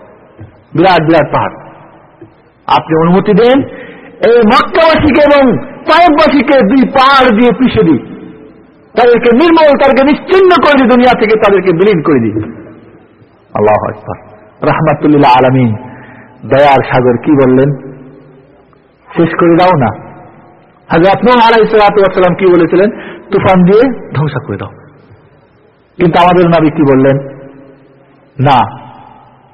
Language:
Bangla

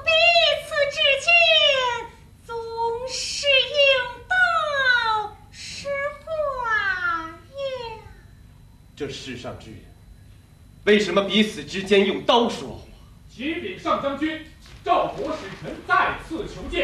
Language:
Chinese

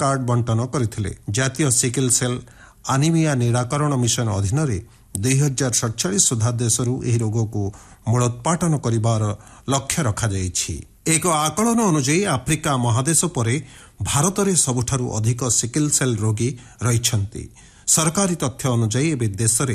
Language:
Odia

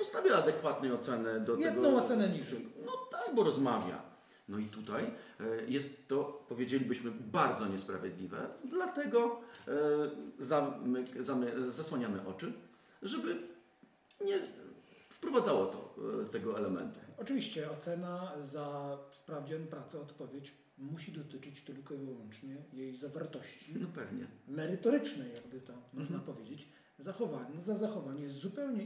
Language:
Polish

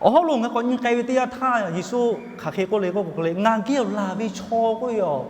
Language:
Lahu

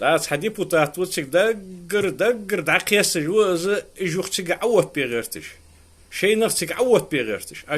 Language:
Ingush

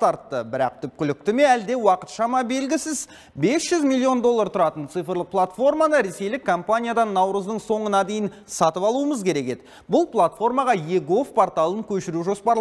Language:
Kazakh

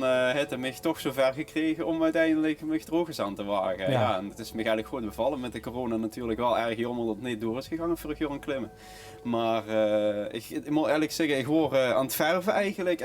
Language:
Limburgish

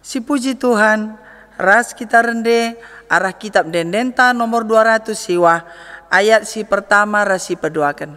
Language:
Batak Karo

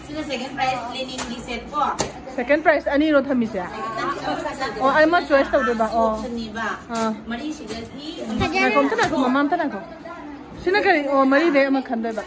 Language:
Manipuri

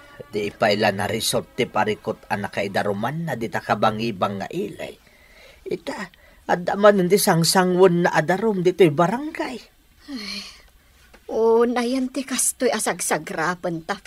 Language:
Iloko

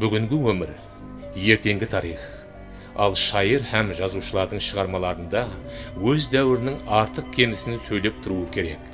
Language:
Kara-Kalpak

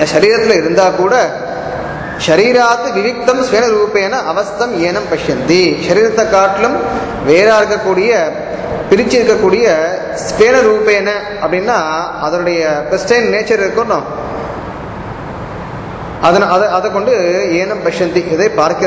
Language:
Tamil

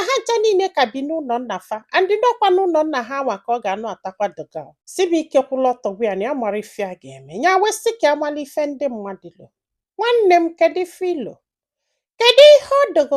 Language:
Igbo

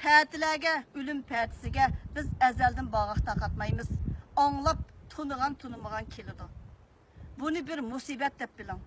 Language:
Uyghur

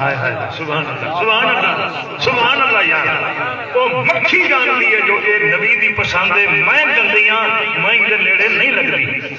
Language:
Saraiki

